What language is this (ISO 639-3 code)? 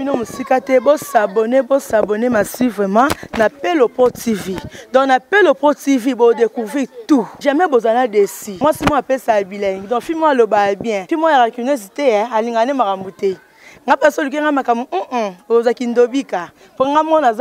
lin